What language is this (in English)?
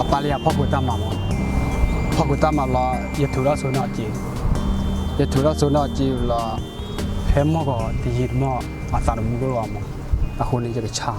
S'gaw Karen